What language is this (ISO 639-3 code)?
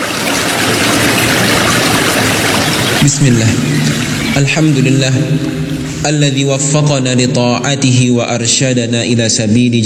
ind